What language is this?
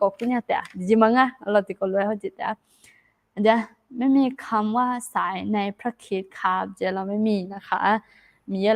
Akha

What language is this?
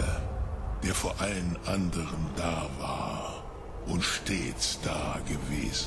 Bavarian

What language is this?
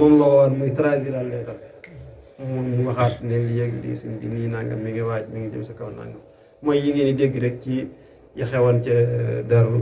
Wolof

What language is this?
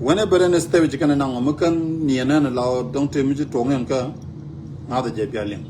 Nuer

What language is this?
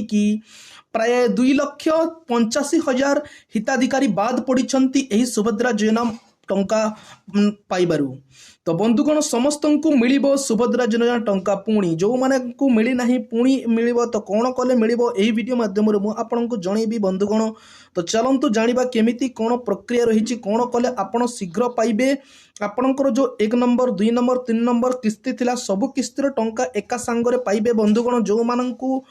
Odia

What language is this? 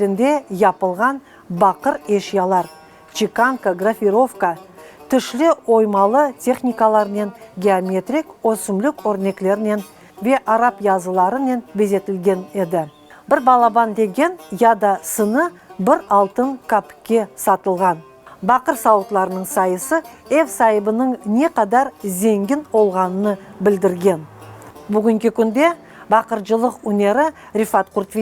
Crimean Tatar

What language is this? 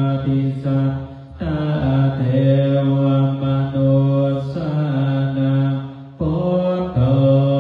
Pali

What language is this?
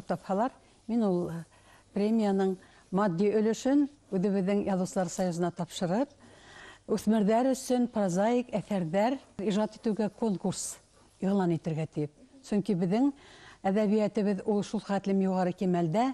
Bashkir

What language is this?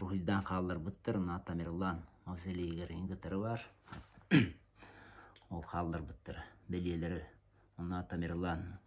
Yakut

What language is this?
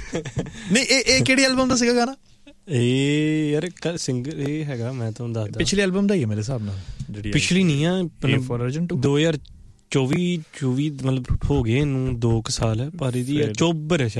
Punjabi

